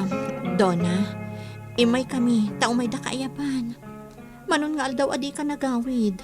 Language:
Iloko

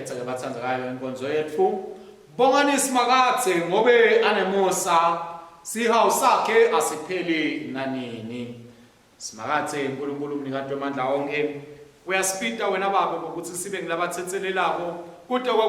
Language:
Swati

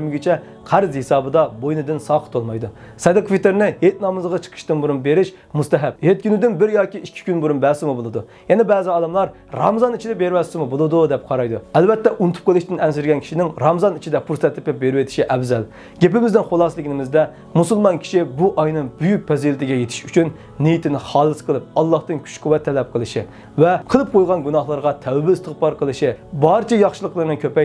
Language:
Uyghur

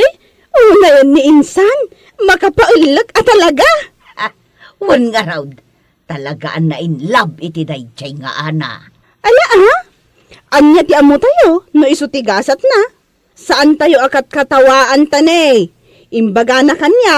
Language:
Iloko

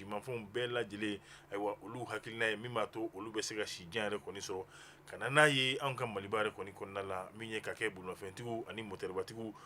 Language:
Bambara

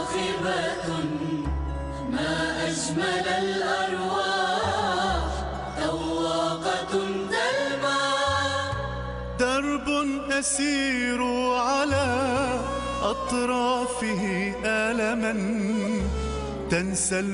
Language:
Arabic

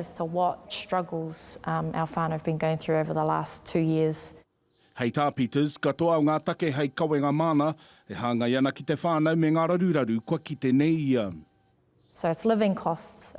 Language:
Māori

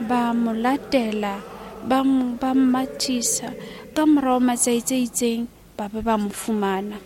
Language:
Tswana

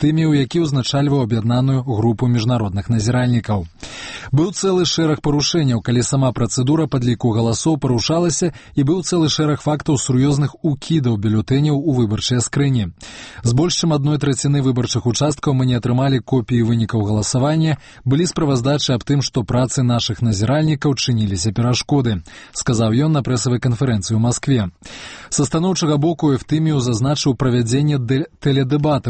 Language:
Belarusian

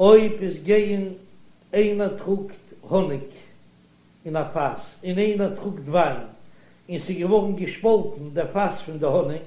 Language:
Yiddish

